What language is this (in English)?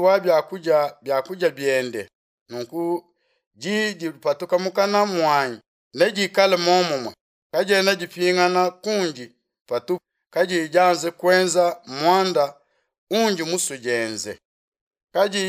Luba-Lulua